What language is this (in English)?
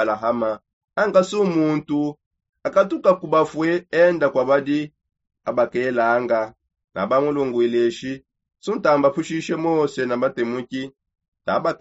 Songe